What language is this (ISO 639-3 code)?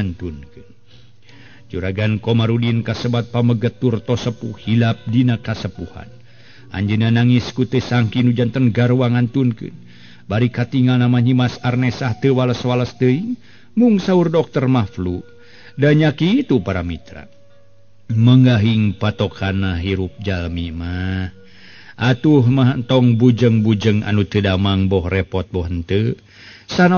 sun